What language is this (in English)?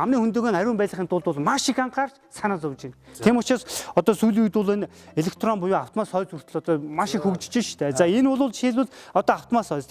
Mongolian